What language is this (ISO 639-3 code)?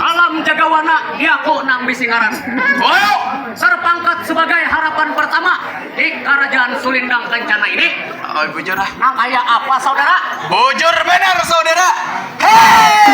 bjn